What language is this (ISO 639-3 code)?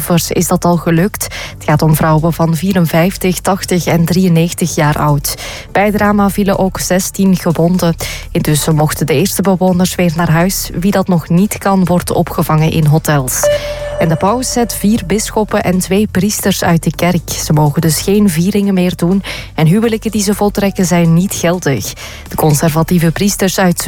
nld